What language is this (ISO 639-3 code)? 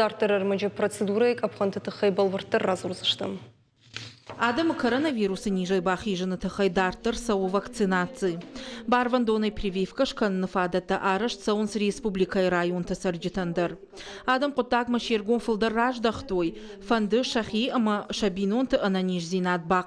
oss